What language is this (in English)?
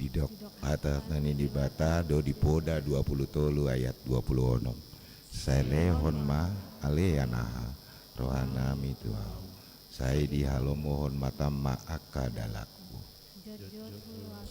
Batak Toba